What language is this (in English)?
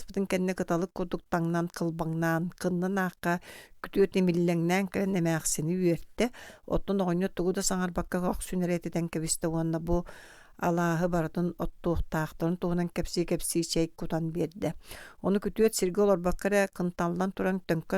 Yakut